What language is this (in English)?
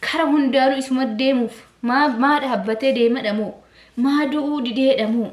Oromo